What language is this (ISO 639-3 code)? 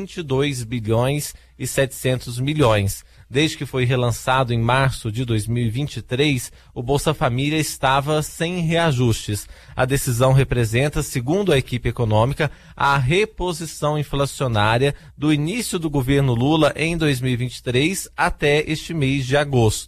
por